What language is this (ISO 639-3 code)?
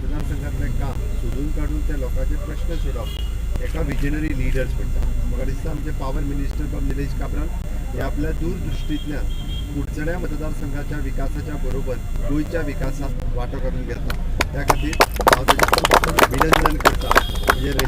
kok